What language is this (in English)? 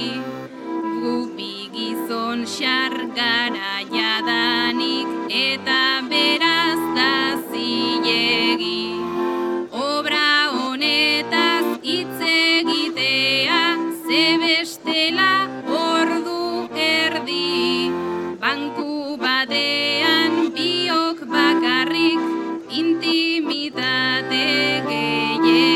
Basque